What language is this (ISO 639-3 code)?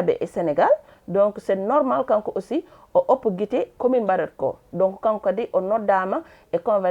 ful